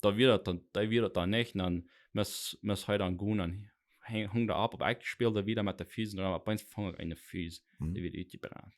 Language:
Plautdietsch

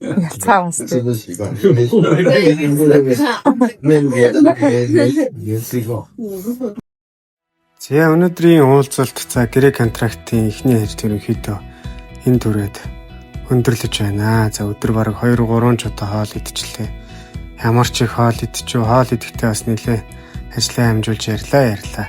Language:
Mongolian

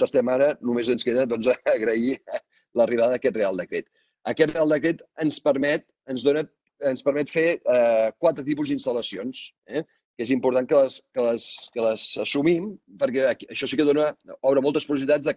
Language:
Catalan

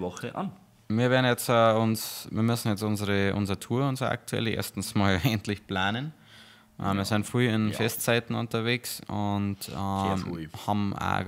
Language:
Bavarian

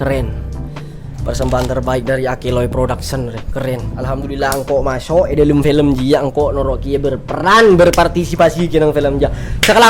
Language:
Madurese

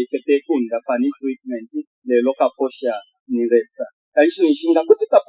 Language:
Bemba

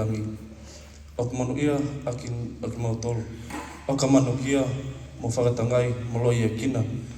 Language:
Tongan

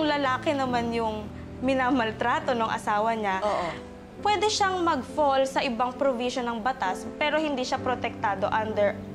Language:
Filipino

